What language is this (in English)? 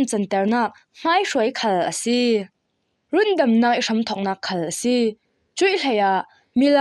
Falam Chin